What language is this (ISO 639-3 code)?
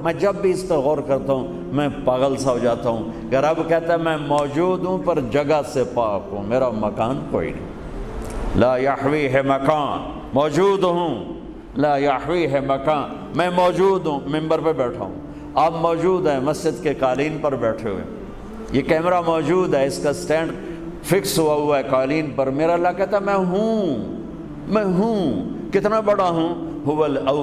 urd